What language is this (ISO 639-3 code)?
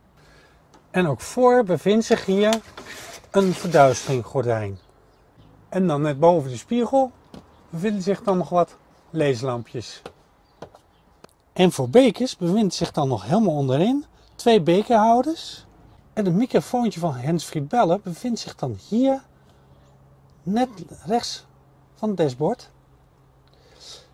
nld